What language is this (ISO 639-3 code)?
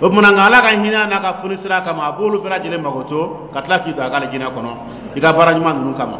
dyu